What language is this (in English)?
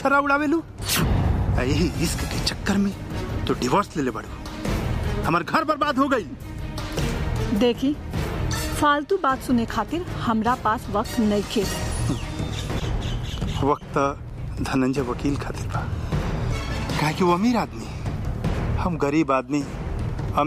Bhojpuri